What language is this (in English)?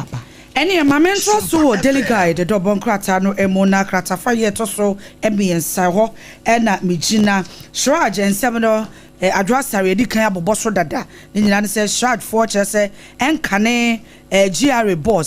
Akan